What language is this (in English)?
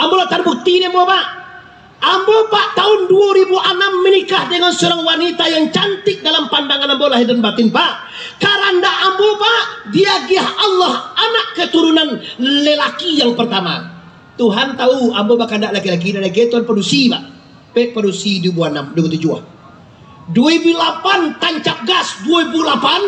Minangkabau